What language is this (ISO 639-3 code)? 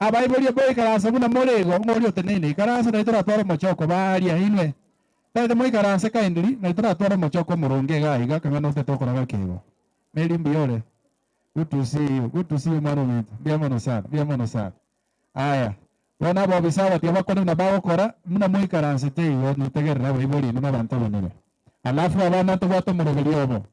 guz